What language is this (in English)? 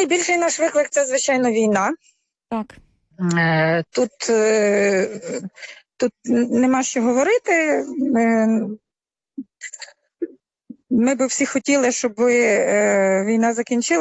Ukrainian